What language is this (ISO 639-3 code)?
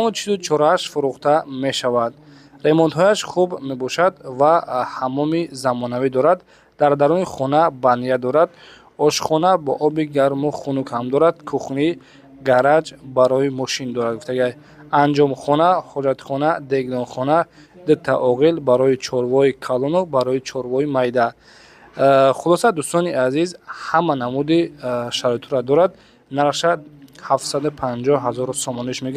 tgk